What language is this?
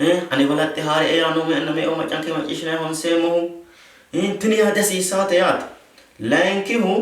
Sidamo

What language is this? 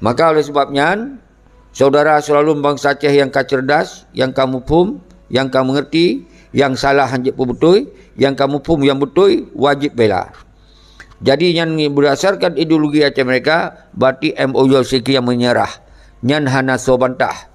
Achinese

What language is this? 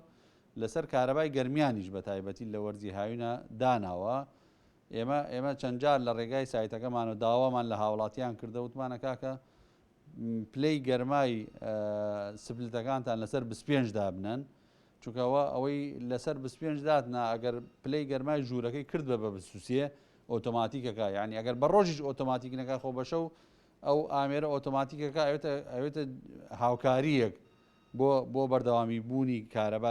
Central Kurdish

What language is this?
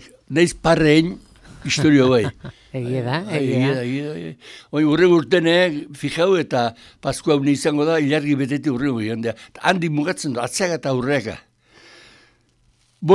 Basque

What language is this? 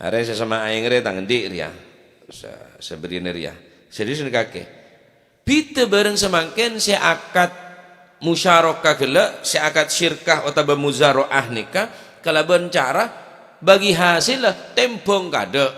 Madurese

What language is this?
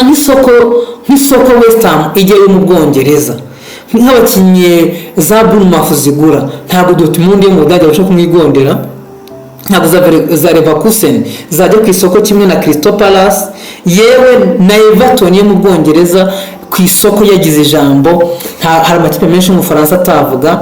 Kinyarwanda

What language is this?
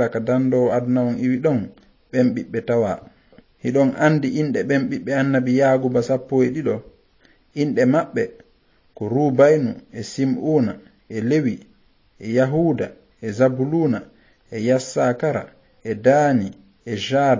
Fula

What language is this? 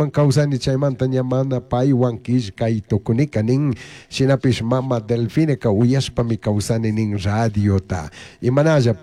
Chimborazo Highland Quichua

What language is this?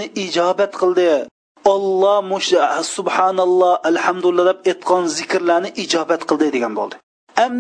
Uyghur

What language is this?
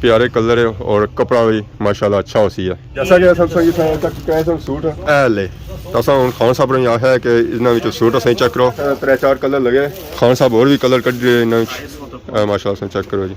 Pahari-Potwari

